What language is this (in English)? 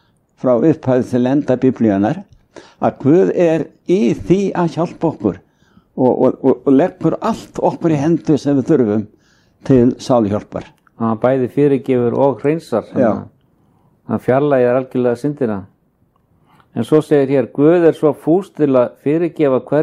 Icelandic